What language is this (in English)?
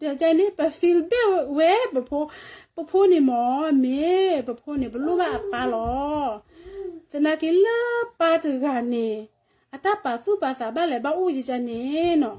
S'gaw Karen